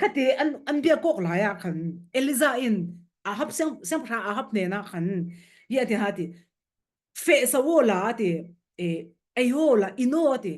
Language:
Falam Chin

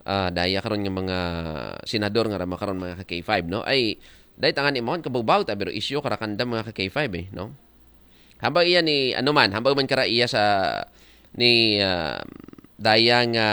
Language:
Aklanon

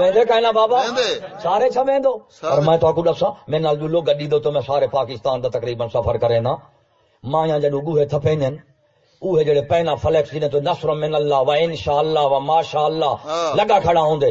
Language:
Saraiki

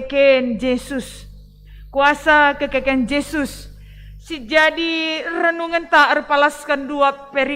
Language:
Batak Karo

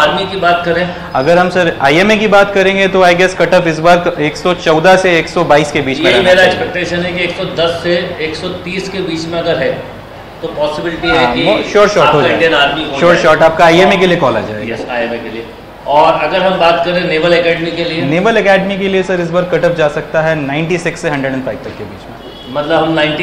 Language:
Hindi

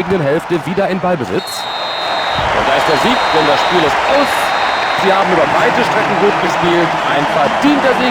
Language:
Bavarian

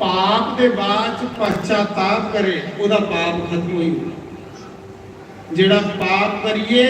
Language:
Dogri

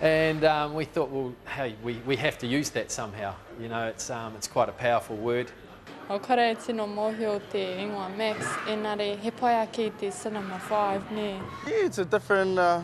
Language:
Māori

